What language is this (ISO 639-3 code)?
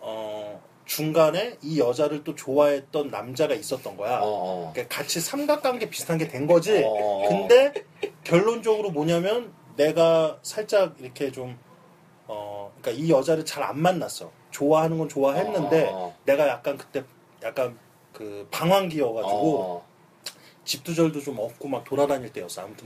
kor